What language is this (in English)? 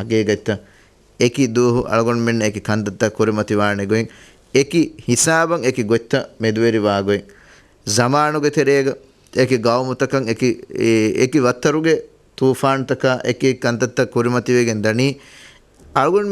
Divehi